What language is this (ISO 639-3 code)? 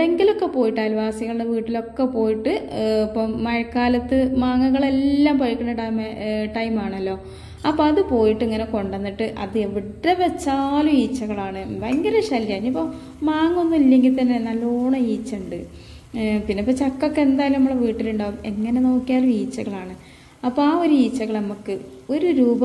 mal